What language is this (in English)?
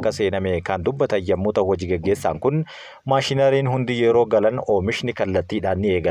Oromo